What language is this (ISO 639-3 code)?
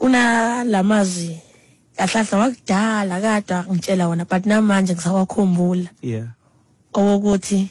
xho